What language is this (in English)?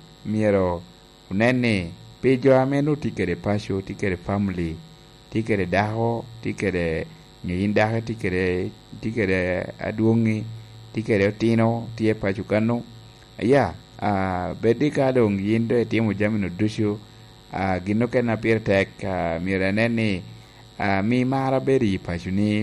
Lango (Uganda)